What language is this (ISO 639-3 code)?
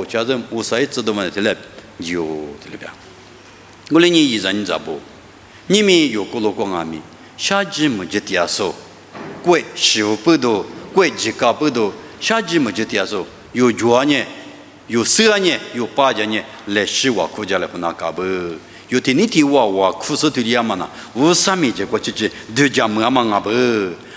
lis